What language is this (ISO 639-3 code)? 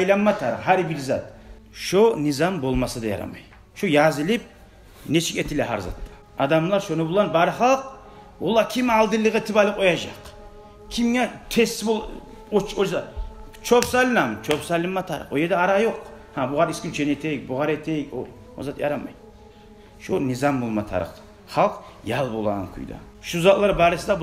kum